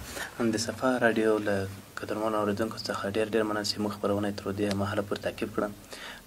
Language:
Pashto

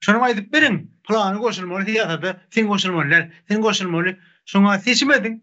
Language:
Turkmen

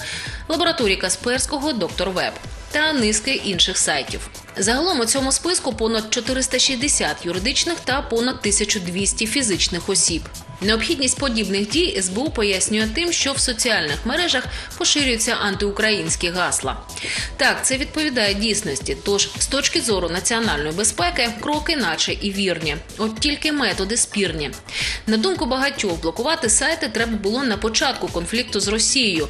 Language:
Ukrainian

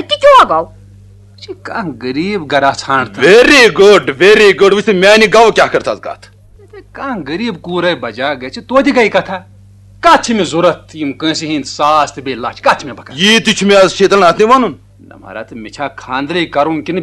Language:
Kashmiri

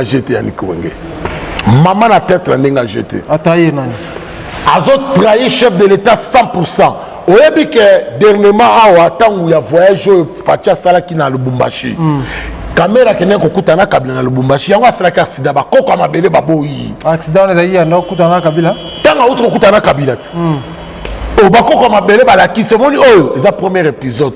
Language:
Lingala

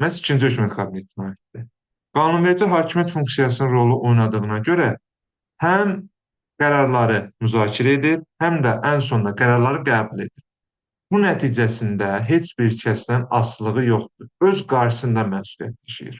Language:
Azerbaijani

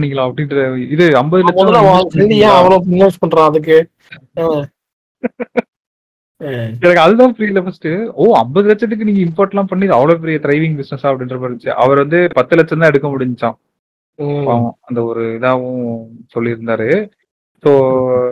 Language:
Tamil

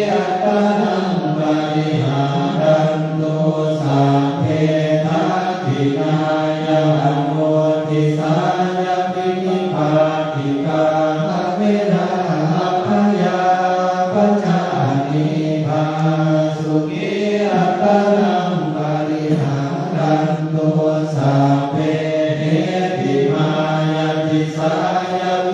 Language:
Pali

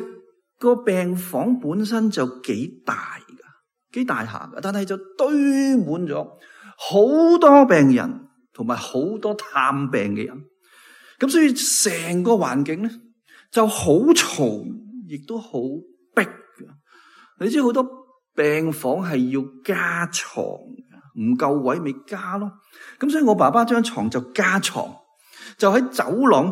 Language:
Cantonese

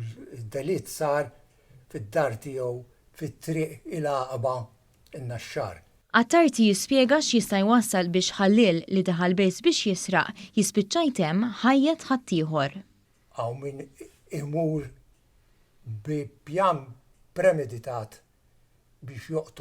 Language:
Maltese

